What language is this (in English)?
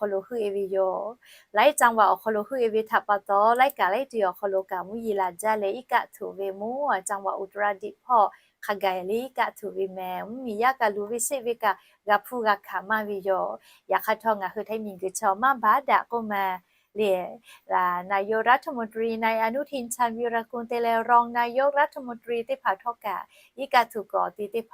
Lahu